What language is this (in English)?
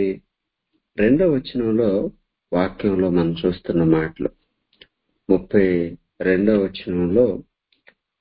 Telugu